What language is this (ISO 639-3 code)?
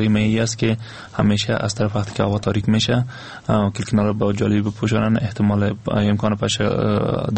fas